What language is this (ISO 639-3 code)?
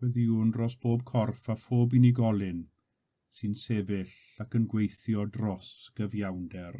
cym